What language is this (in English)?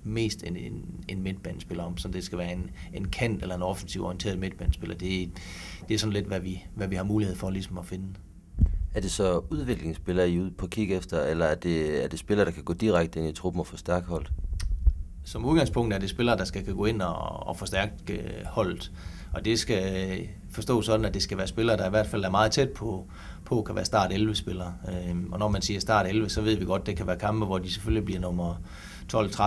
Danish